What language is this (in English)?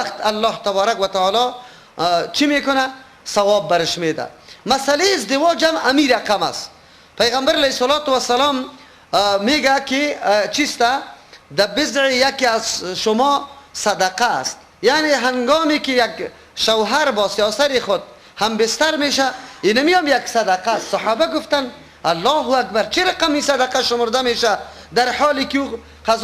Persian